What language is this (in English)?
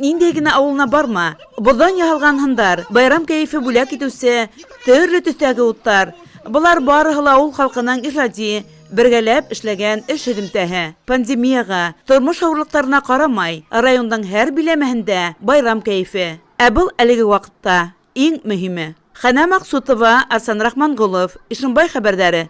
Bashkir